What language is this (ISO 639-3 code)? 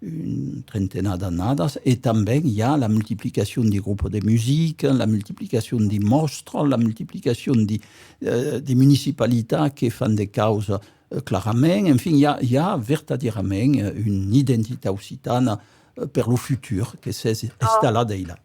oci